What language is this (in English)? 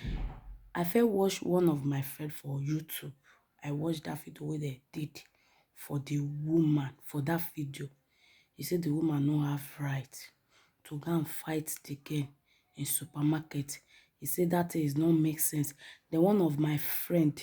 Nigerian Pidgin